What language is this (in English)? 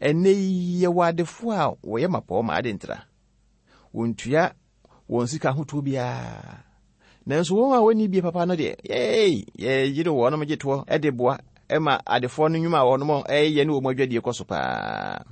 Akan